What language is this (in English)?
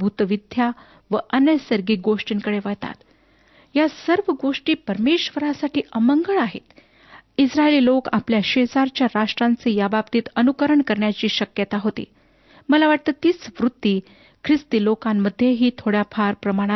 Marathi